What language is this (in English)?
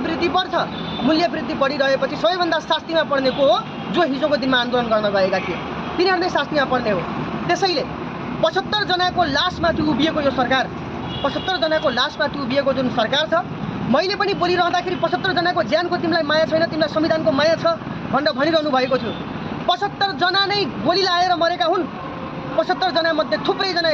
Nepali